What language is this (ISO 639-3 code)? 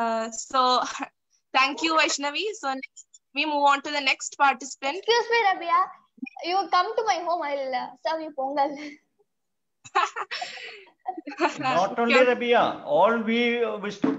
eng